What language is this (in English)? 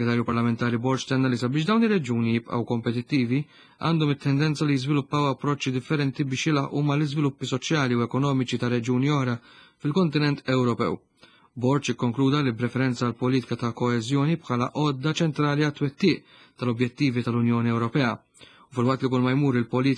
Maltese